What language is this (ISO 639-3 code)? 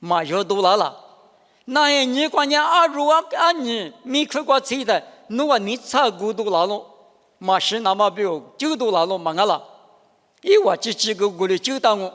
lis